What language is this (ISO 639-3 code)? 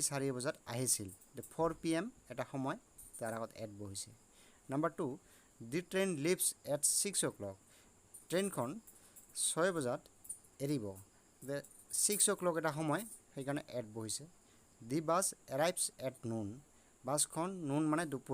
asm